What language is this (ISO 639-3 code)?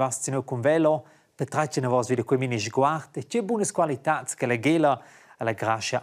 roh